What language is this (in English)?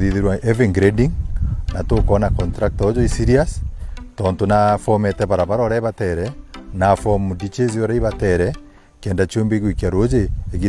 Meru